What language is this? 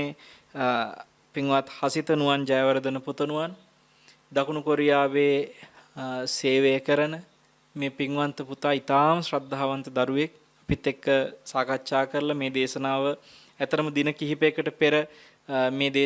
Sinhala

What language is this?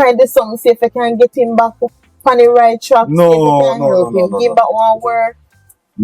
Jamaican Creole English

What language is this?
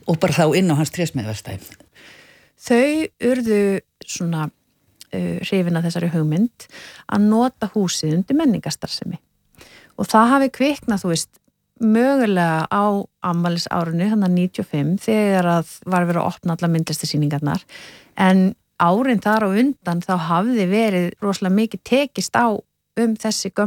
Icelandic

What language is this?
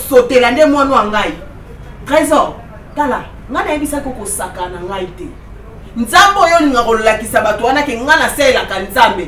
Lingala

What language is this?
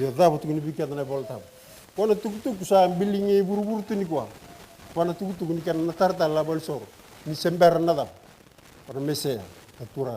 Fijian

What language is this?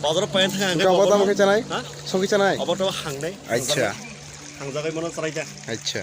Kok Borok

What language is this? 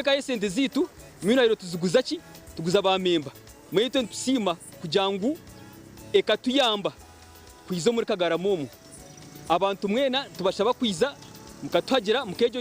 Nyankole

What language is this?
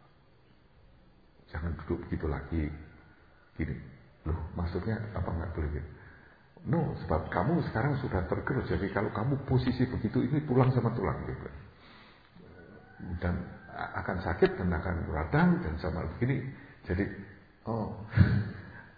Indonesian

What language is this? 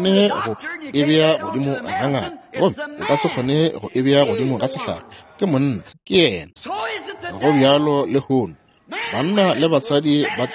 Northern Sotho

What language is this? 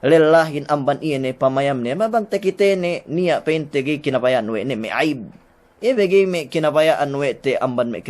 Yakan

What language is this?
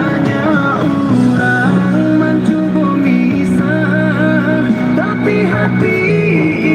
Minangkabau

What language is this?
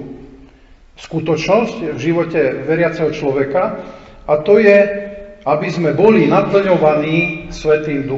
Slovak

